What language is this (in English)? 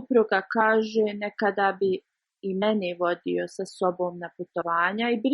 Bosnian